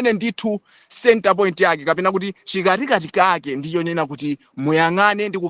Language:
Nyanja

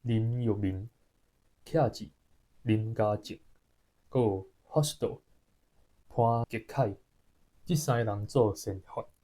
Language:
Min Nan Chinese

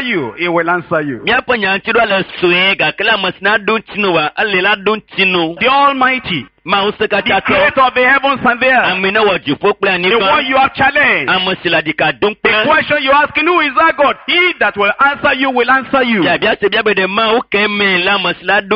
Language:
Ewe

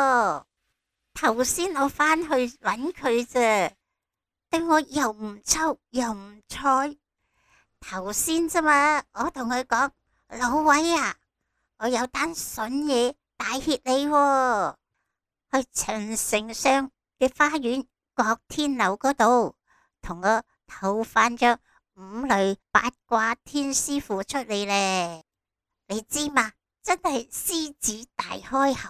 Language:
Cantonese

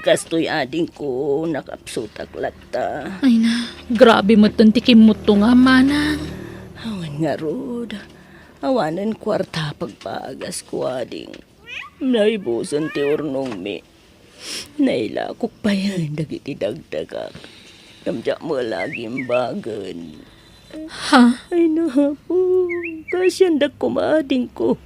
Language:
Iloko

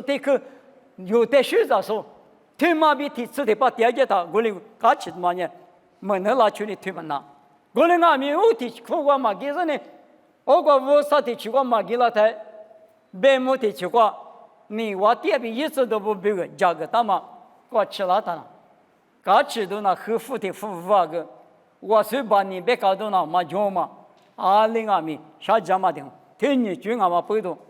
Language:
Lisu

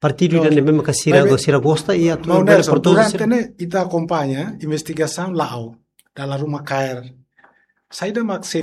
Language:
Tetum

